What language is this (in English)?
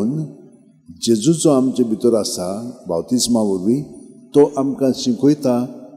Konkani